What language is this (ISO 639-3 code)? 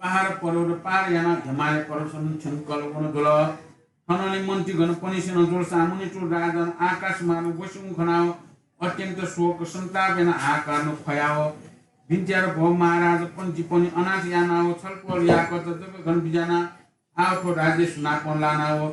new